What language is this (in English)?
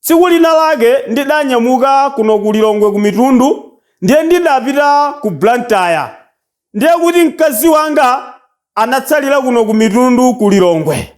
Nyanja